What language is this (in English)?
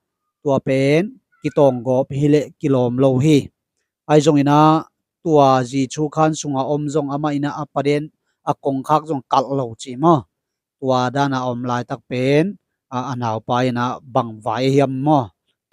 Tedim Chin